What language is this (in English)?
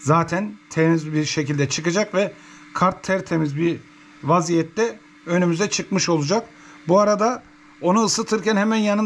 Turkish